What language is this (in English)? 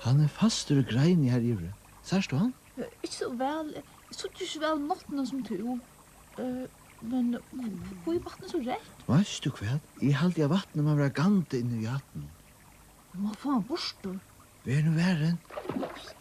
Faroese